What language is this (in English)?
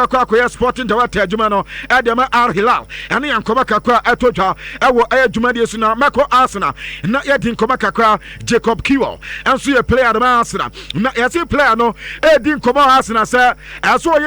Akan